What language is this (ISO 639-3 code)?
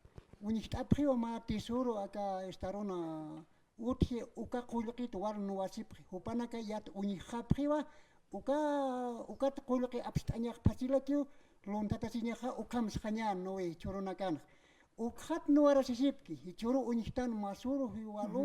aym